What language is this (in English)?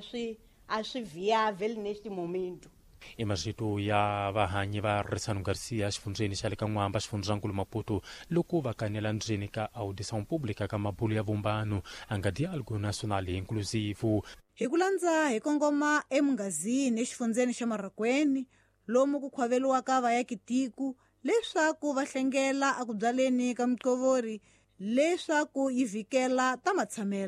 Tsonga